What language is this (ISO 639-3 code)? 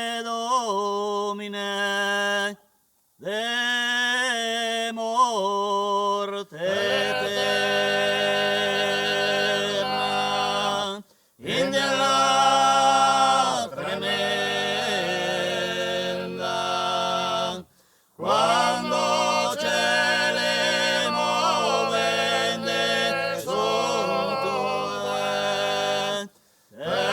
srd